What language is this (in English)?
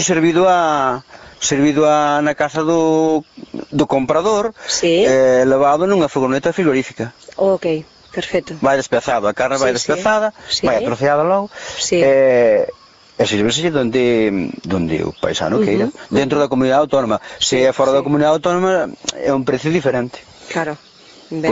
Galician